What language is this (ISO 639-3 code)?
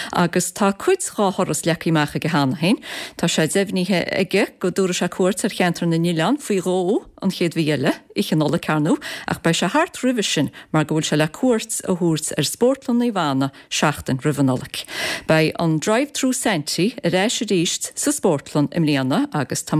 gle